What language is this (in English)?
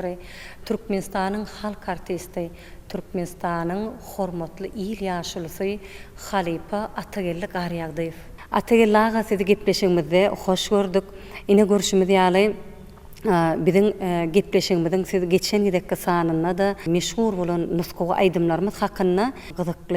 Turkmen